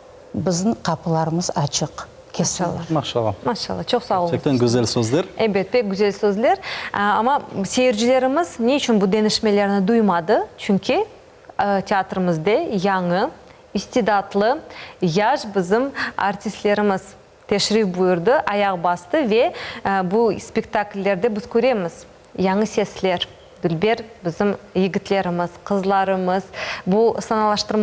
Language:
Crimean Tatar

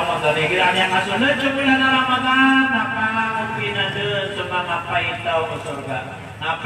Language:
Maranao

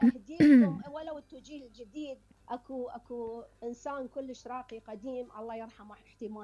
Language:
Mesopotamian Arabic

